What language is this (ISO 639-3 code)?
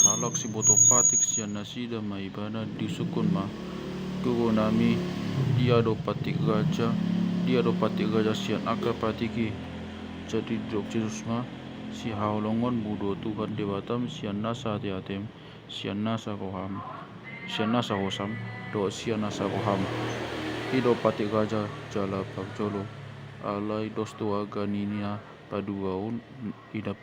bbc